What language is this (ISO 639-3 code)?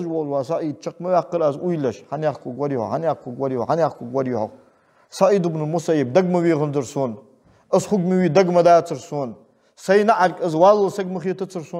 inh